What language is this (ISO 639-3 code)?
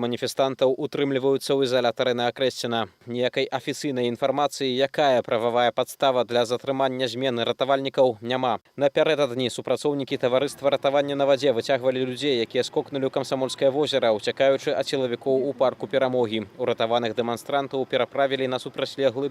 bel